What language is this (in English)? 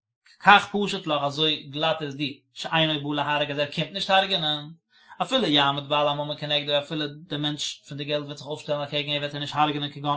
Yiddish